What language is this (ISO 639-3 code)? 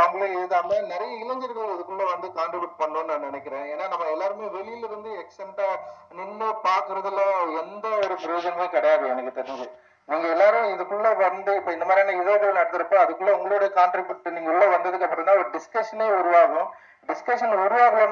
tam